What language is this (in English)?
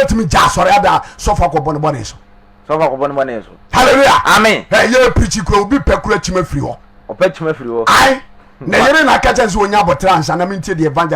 Akan